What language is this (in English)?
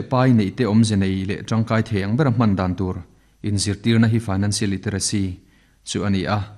Mizo